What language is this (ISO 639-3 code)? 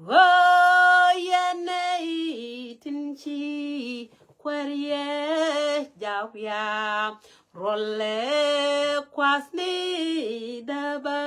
nus